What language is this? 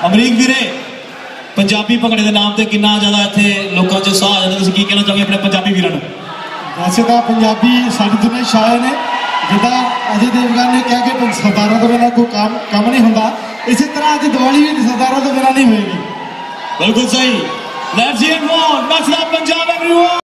Punjabi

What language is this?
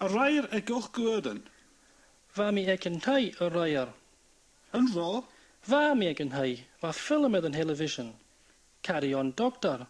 Scottish Gaelic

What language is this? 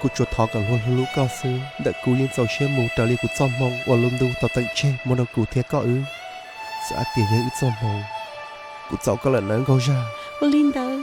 Hmong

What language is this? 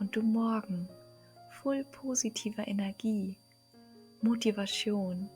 Low German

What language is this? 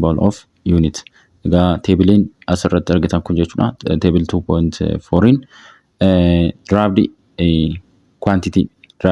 Oromo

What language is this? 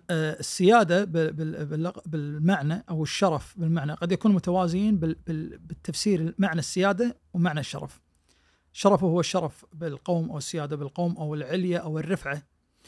Najdi Arabic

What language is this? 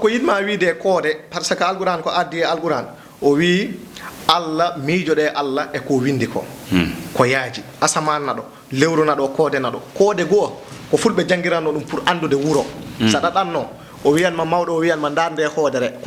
Fula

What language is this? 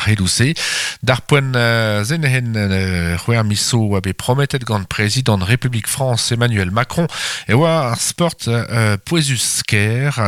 Breton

